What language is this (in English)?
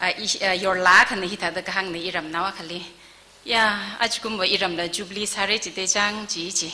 Tangkhul Naga (India)